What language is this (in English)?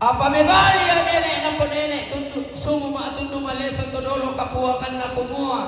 Toraja-Sa'dan